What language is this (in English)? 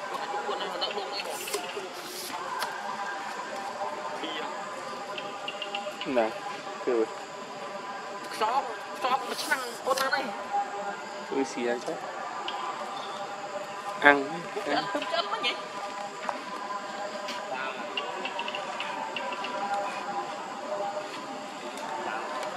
Vietnamese